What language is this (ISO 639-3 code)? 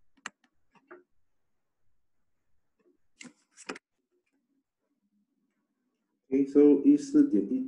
zho